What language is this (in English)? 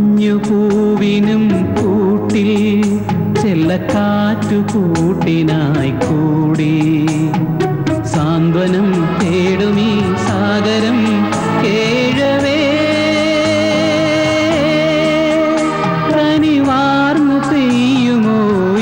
Malayalam